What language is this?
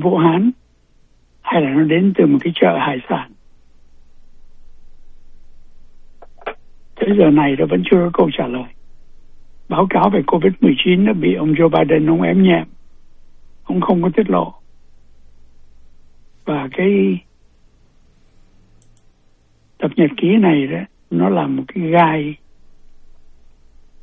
Vietnamese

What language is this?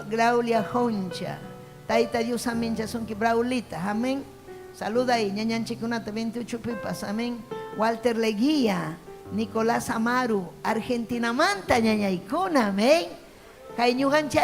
Ayacucho Quechua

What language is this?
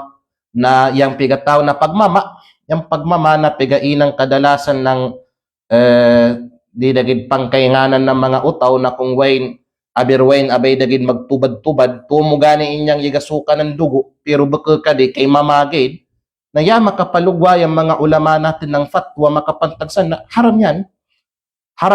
Kalagan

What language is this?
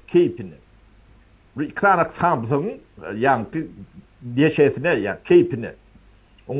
Turkmen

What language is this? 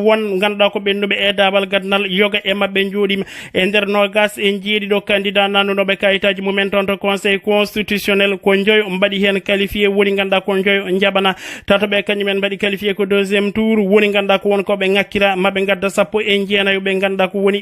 Fula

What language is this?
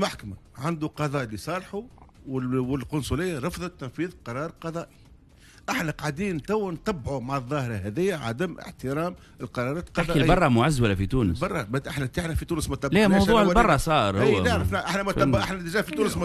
Tunisian Arabic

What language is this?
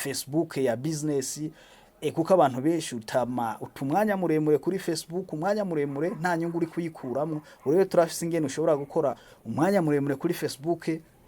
Rundi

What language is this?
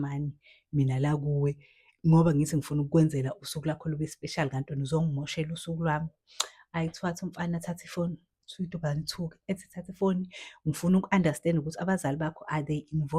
Zulu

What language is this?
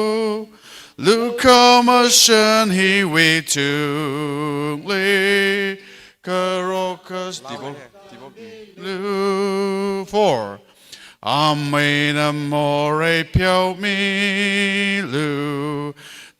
Tangkhul Naga (India)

